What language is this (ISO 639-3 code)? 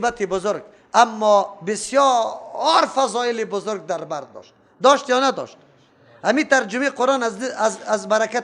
fas